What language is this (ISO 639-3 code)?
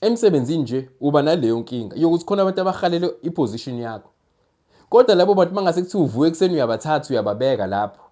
zul